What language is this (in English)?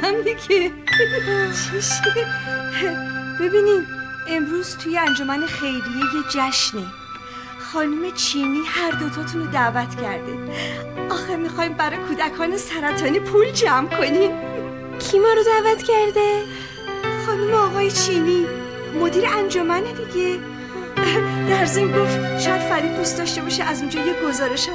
Persian